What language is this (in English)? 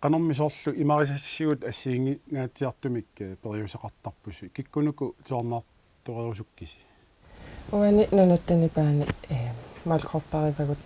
Kalaallisut